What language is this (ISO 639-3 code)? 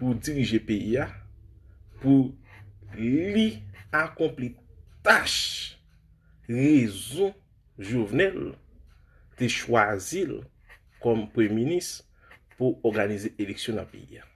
hat